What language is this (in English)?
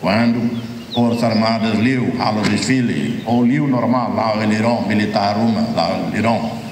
Tetum